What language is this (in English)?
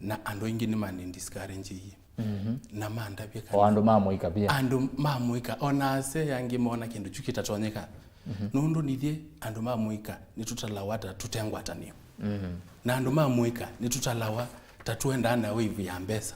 Kamba